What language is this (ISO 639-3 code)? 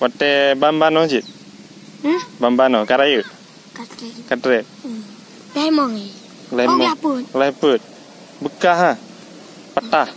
ace